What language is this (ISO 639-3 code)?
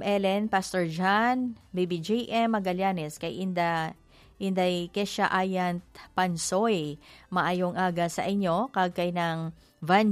hil